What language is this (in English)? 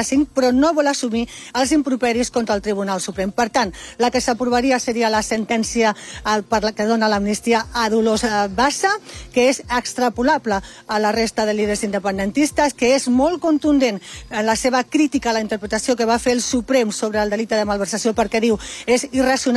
Catalan